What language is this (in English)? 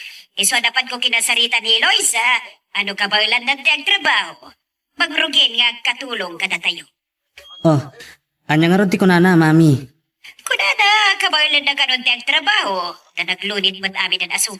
Iloko